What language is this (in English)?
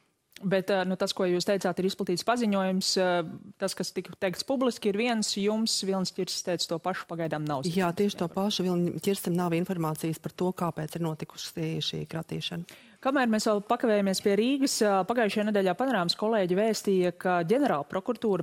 Latvian